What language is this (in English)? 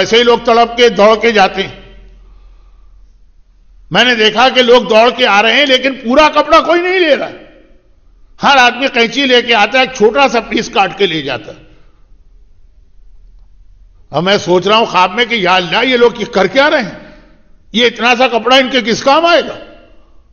Urdu